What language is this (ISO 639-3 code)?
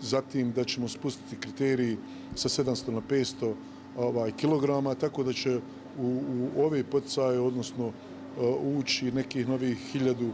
bos